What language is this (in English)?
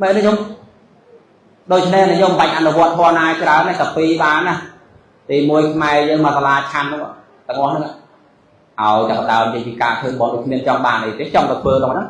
Khmer